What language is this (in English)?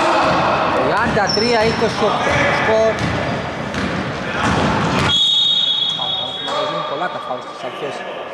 Greek